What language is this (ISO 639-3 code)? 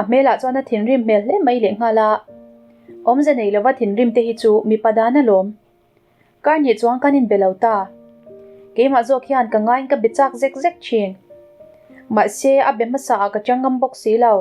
lus